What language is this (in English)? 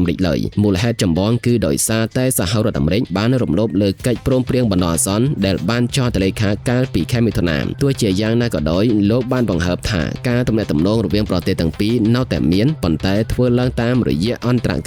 Khmer